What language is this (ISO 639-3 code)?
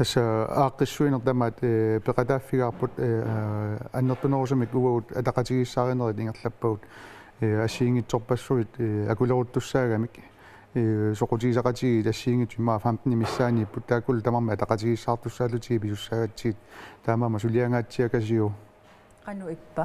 kal